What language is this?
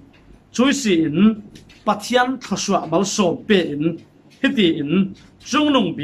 Falam Chin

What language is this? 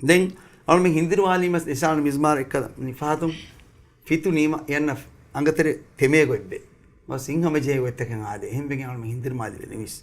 Divehi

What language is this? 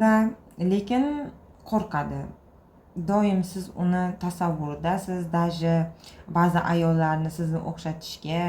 Uzbek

